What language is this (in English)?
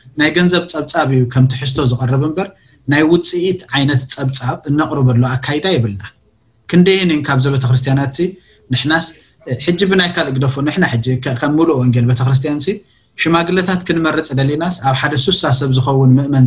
Tigrinya